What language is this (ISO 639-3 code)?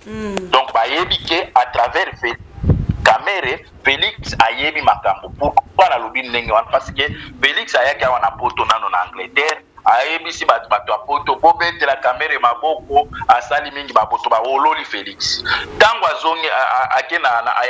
lin